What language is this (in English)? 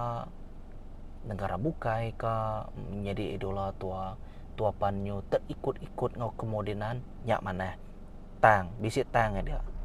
Iban